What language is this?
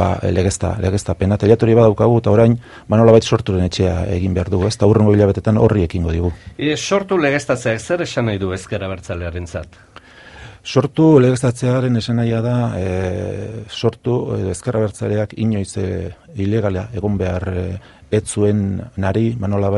Basque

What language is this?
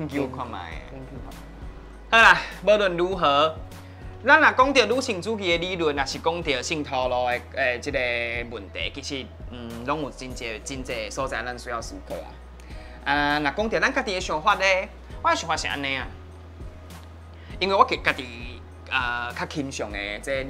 Min Nan Chinese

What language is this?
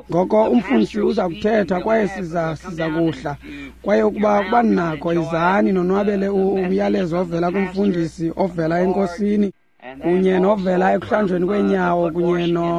Xhosa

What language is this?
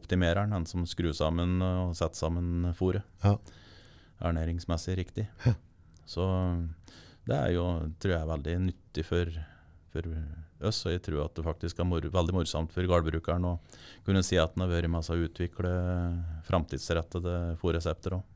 Norwegian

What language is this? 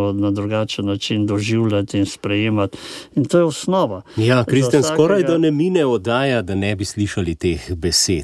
Slovenian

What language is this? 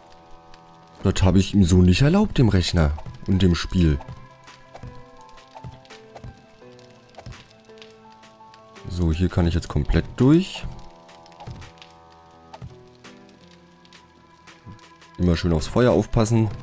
German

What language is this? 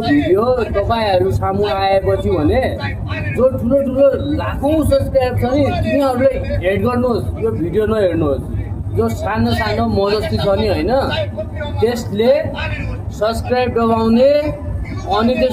Nepali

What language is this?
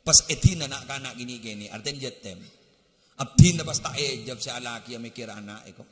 Madurese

